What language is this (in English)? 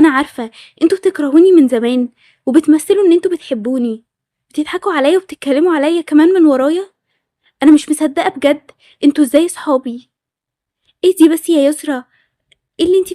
Egyptian Arabic